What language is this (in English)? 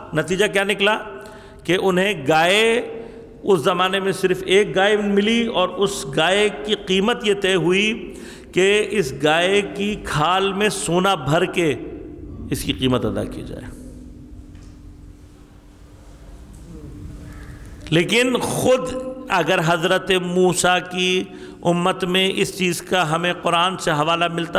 Urdu